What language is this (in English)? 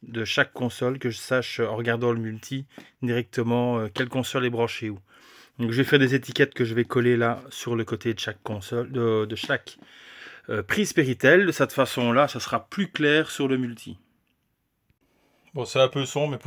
French